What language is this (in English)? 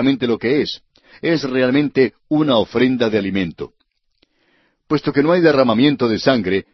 Spanish